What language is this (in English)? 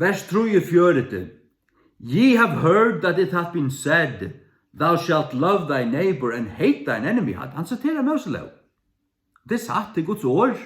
Faroese